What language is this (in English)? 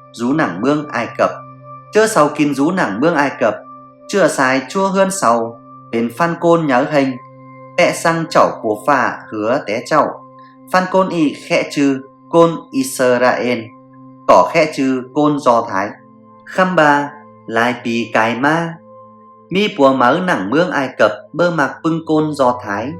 Tai Dam